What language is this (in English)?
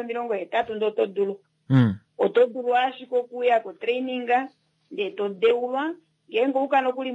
Kuanyama